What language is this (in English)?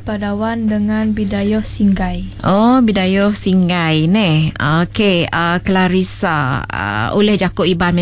Iban